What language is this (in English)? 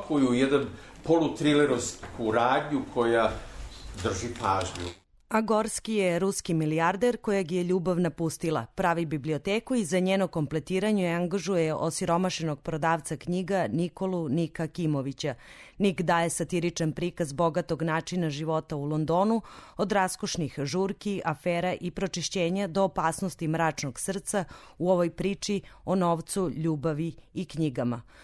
Serbian